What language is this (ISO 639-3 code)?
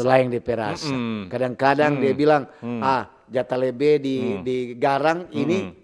xmm